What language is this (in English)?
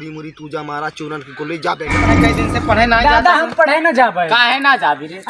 Awadhi